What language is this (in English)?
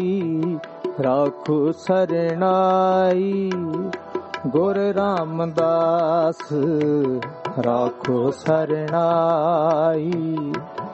Punjabi